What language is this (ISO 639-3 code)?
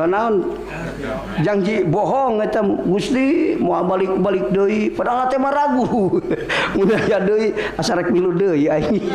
sun